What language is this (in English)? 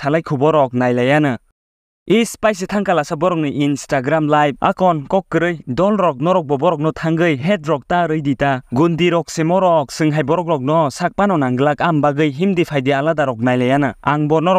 Kok Borok